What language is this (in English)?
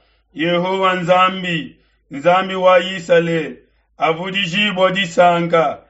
Luba-Lulua